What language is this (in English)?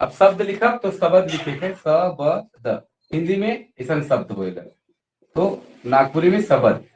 Sadri